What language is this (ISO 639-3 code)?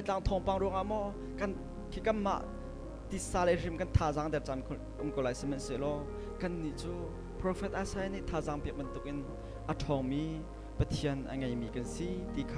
cnh